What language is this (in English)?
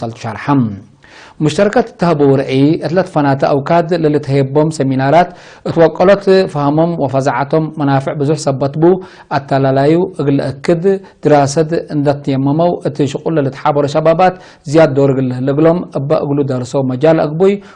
Tigre